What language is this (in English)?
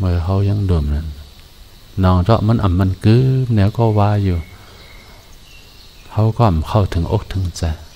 Shan